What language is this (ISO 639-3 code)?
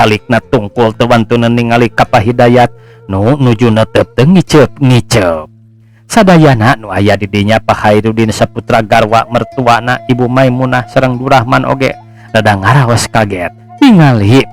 sun